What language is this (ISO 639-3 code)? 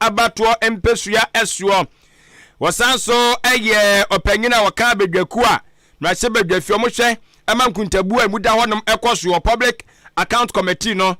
aka